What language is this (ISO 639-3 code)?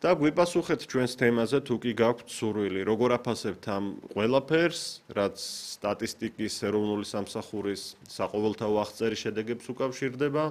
kat